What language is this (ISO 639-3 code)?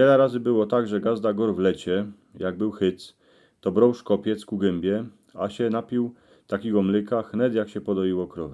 szl